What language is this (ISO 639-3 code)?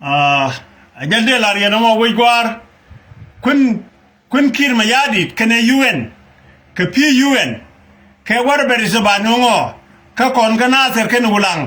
nus